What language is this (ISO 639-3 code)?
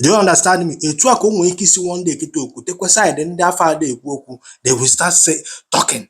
ibo